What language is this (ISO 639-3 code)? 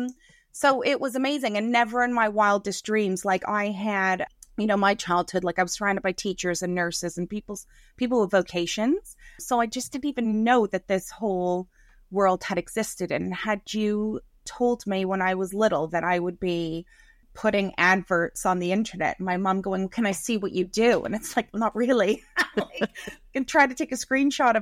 eng